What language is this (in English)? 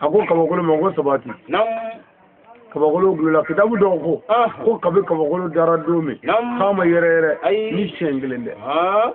Bambara